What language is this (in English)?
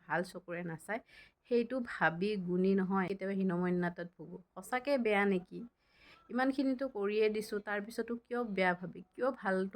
Assamese